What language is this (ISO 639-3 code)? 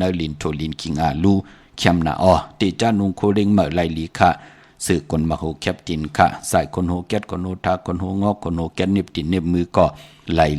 shn